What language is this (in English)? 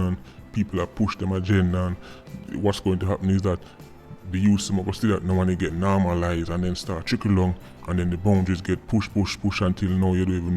Jamaican Creole English